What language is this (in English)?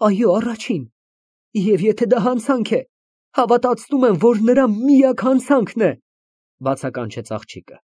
Armenian